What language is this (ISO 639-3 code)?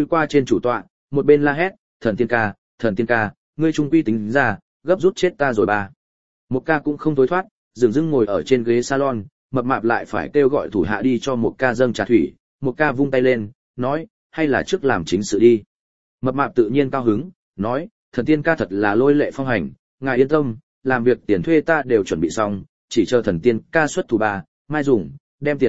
vie